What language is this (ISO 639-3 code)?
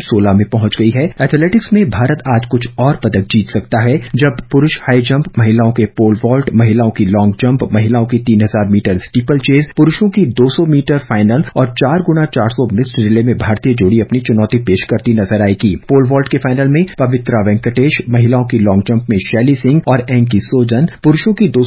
hin